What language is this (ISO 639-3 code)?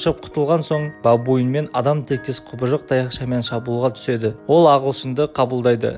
kaz